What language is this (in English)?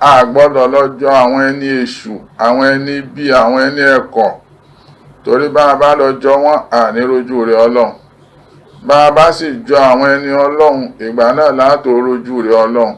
Yoruba